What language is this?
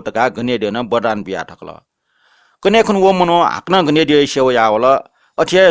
Newari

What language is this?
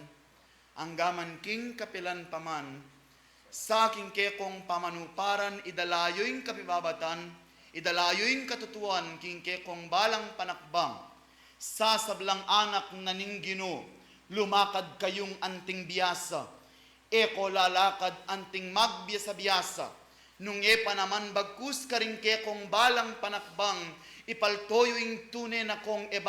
Pampanga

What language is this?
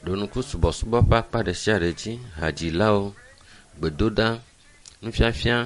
Ewe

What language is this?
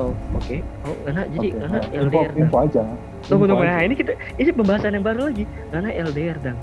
Manado Malay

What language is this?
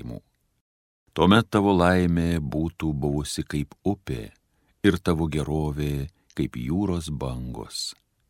Lithuanian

